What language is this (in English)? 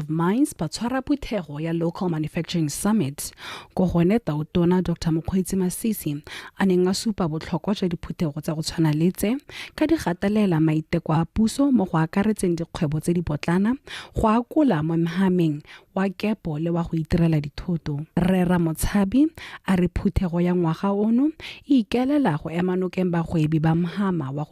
Tswana